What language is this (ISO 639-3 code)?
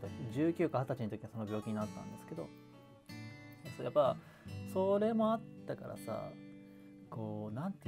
jpn